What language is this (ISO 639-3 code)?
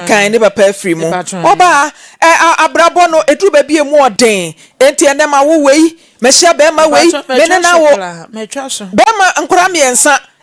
aka